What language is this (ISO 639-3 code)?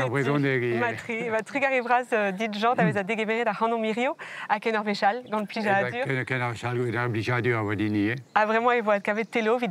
bre